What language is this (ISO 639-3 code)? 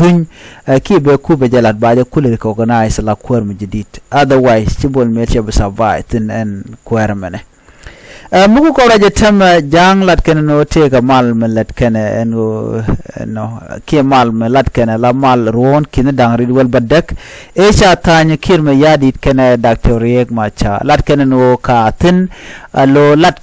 nus